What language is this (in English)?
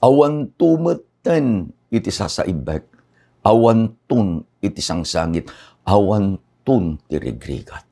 Iloko